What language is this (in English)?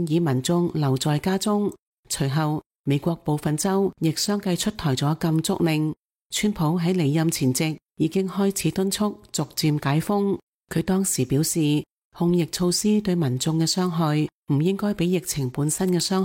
Cantonese